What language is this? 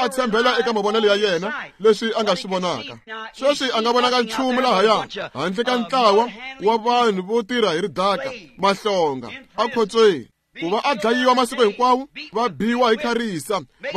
Tsonga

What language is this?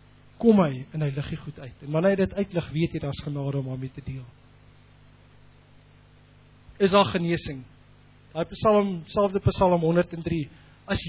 Afrikaans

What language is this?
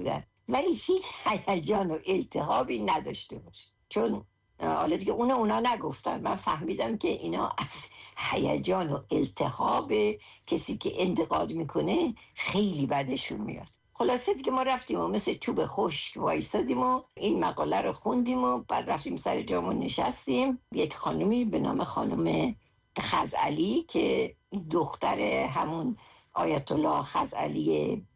Persian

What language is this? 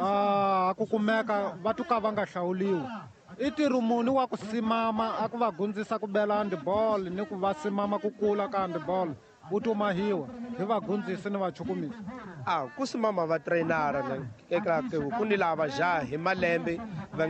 Tsonga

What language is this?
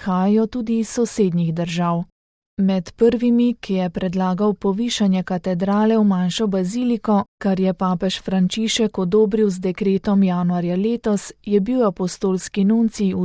Slovenian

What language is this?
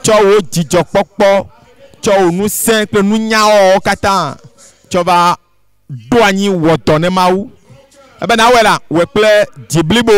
Ewe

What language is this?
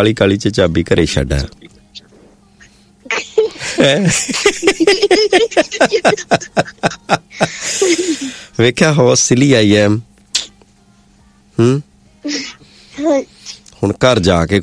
Punjabi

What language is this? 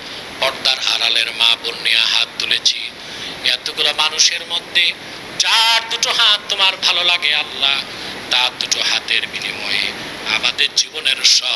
Bangla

